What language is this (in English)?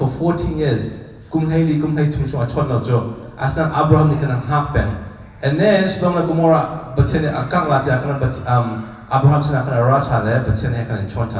Hakha Chin